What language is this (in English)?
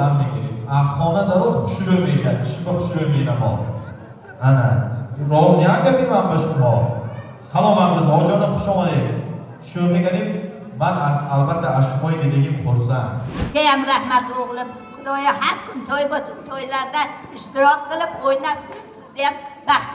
Tajik